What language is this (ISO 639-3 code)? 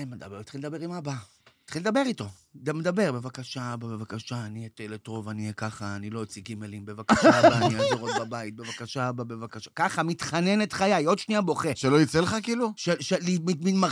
heb